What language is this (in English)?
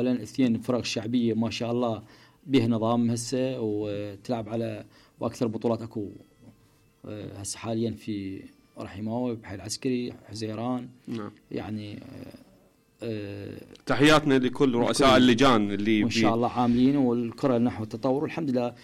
Mesopotamian Arabic